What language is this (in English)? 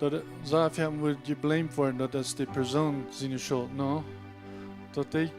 Plautdietsch